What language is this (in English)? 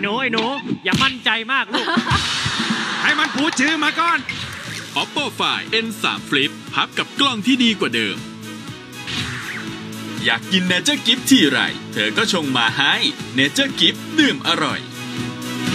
Thai